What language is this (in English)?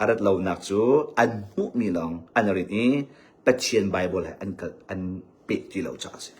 Hakha Chin